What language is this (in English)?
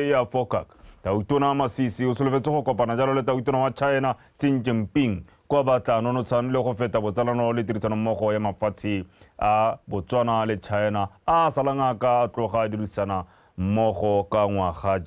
Tswana